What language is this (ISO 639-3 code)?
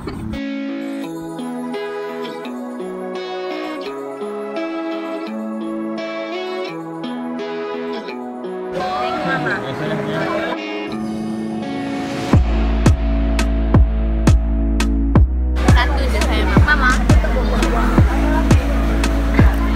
msa